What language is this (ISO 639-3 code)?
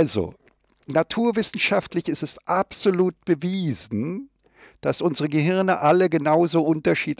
deu